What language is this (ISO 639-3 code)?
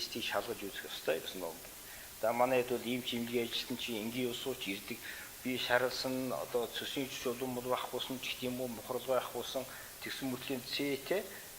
mon